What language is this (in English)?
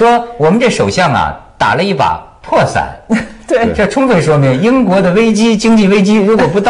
Chinese